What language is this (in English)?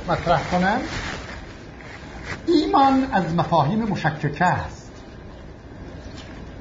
Persian